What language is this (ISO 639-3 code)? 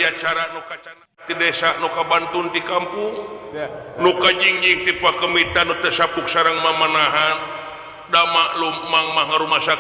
sun